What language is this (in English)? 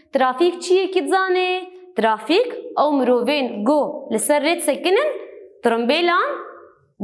Kurdish